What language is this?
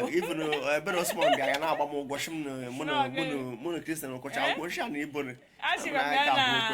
Igbo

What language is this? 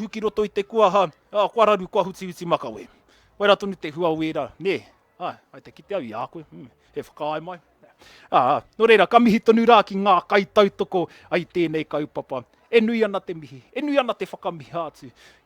Māori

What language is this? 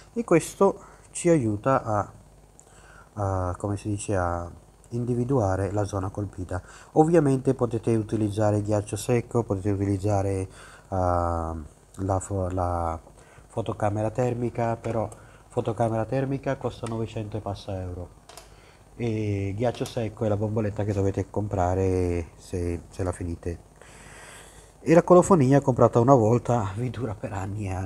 Italian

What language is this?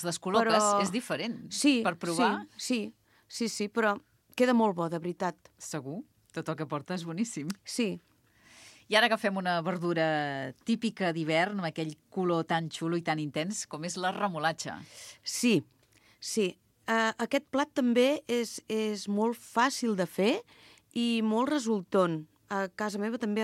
Catalan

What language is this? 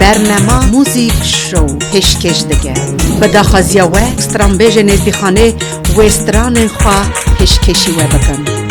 Kurdish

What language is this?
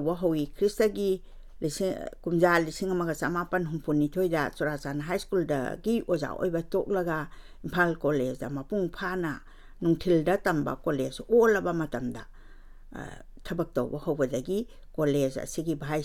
Manipuri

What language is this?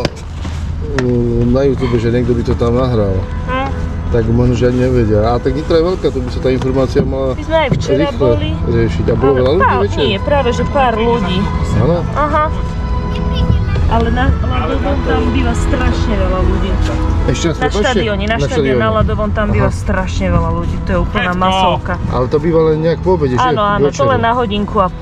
Slovak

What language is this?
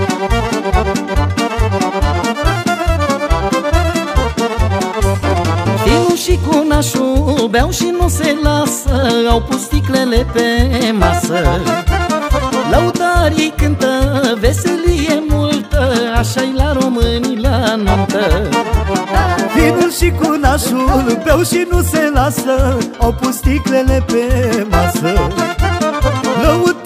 Romanian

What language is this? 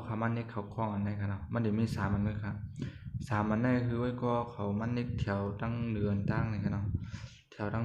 Shan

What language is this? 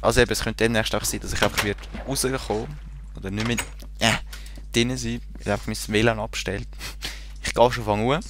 Swiss German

